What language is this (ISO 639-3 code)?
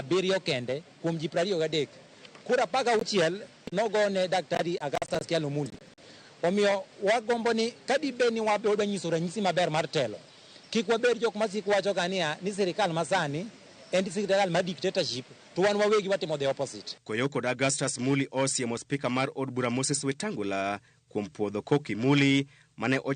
luo